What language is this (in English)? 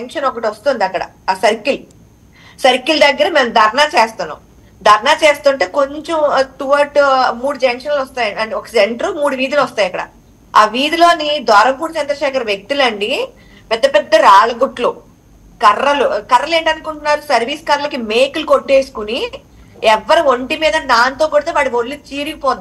Telugu